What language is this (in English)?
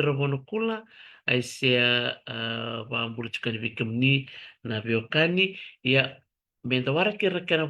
Fijian